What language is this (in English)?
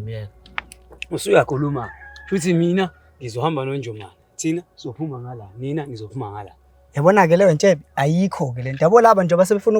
Zulu